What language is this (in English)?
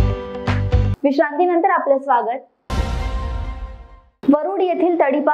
Marathi